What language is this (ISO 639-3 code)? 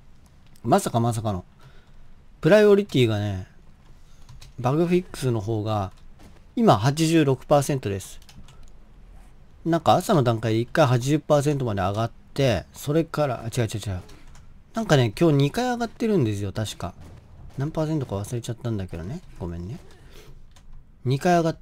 jpn